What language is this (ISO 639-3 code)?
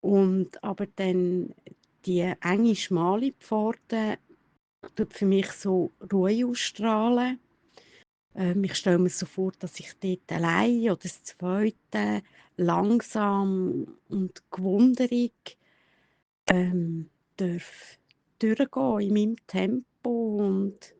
gsw